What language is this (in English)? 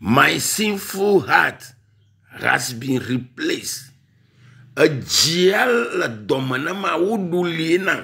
Ewe